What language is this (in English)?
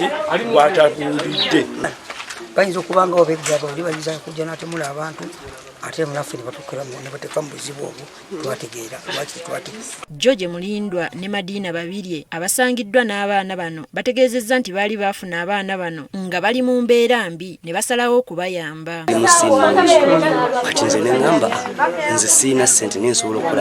Ganda